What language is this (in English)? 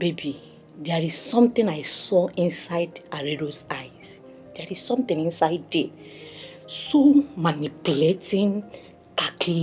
Nigerian Pidgin